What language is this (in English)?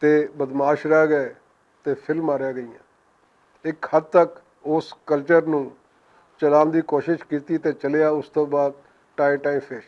Western Panjabi